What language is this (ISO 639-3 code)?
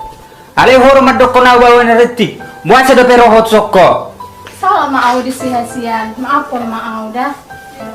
bbc